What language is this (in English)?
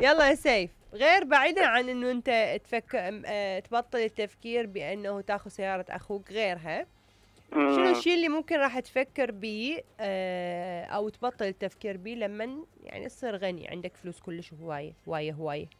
Mesopotamian Arabic